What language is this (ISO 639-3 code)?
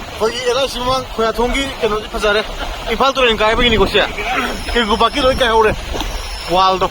mni